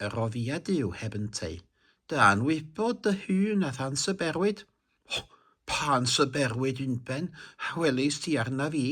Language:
Welsh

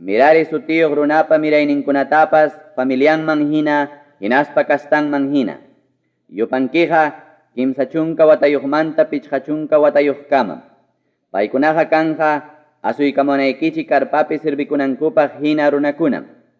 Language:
Ayacucho Quechua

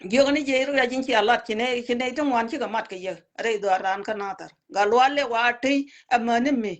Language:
Nuer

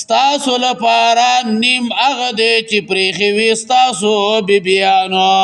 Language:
Pashto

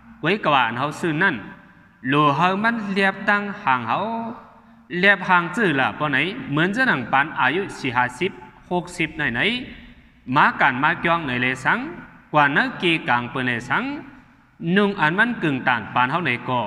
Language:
Shan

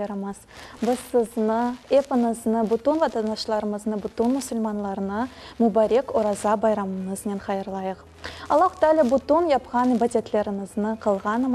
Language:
Crimean Tatar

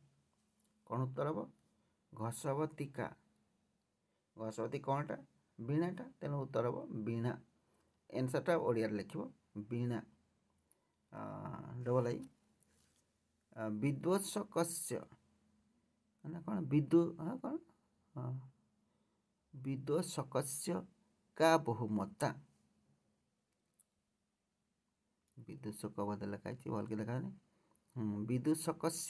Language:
Odia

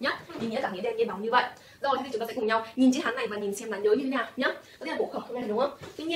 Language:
Vietnamese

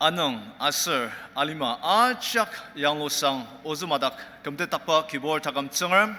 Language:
Ao Naga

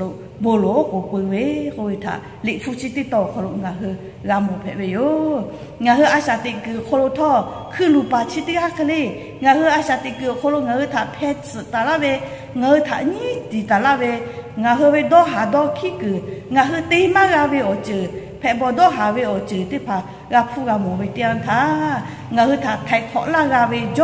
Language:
Lahu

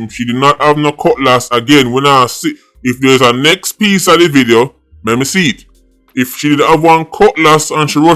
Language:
Jamaican Creole English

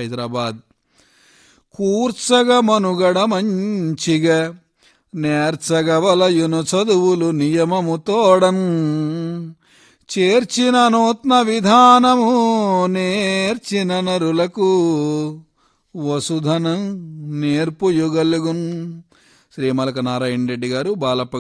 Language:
Telugu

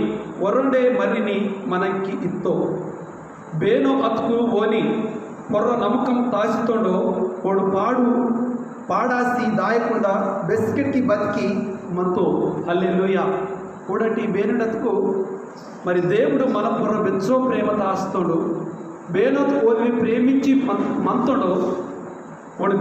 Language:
Koya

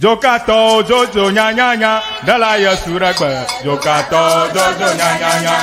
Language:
Ewe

